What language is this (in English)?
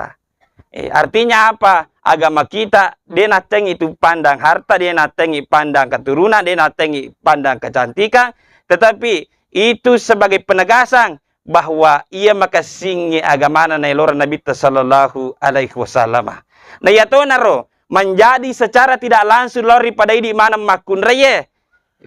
Buginese